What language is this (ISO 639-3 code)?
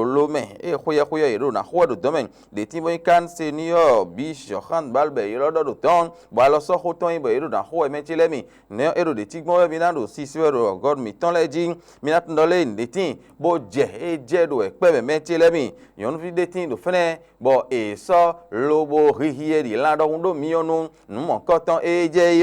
fon